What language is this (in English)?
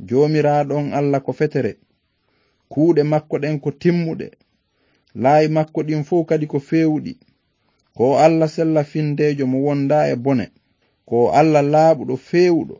Fula